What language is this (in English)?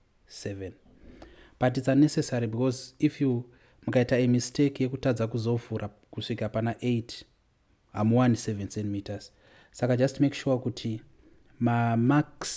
Shona